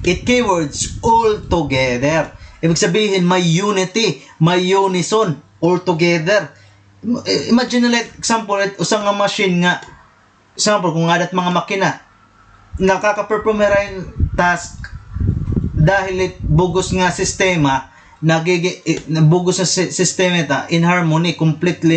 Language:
Waray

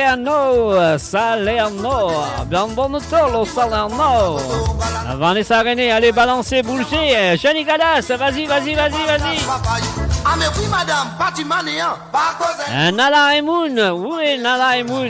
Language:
Morisyen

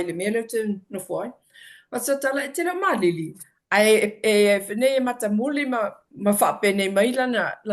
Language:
Samoan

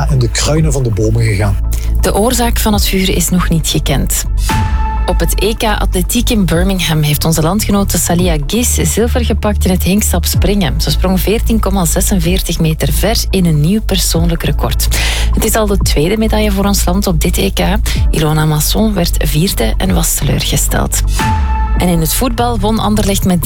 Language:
Dutch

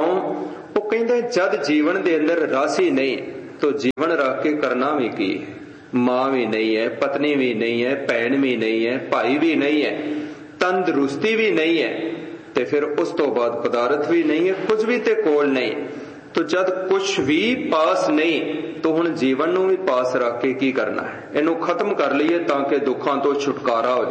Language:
Punjabi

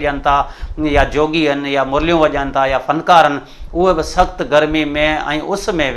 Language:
Sindhi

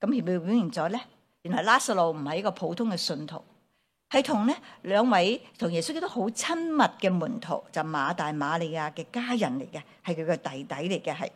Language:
Cantonese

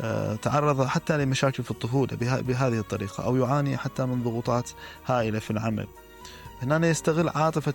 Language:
Mesopotamian Arabic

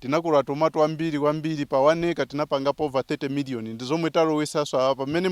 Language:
Nyanja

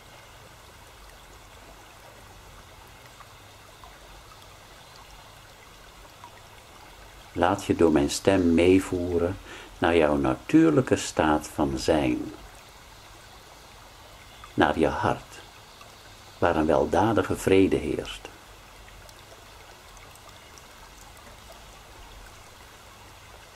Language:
Dutch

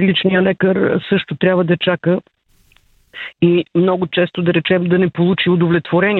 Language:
Bulgarian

